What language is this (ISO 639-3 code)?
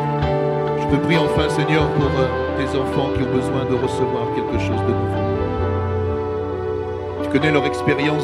fra